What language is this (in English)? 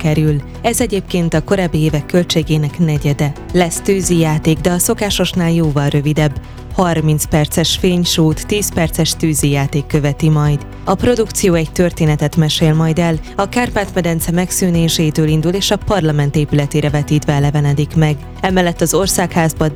Hungarian